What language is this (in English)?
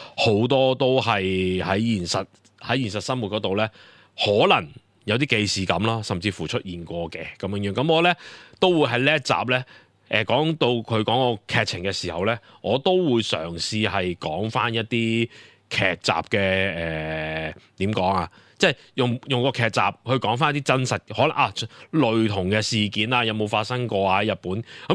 Cantonese